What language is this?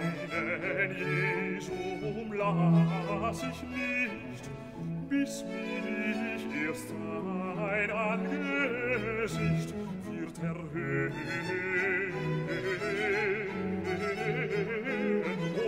German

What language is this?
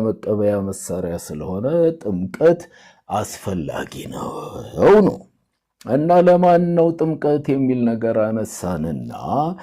Amharic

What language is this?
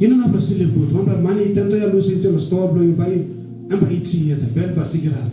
Tok Pisin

